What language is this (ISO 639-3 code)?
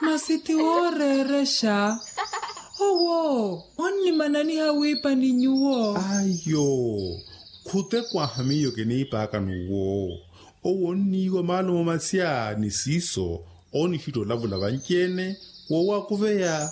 vmw